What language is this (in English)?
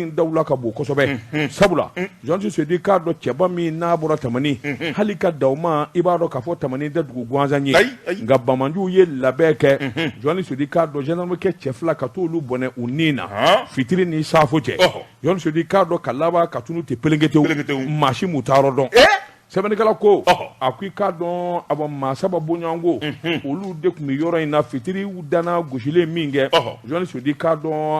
Bambara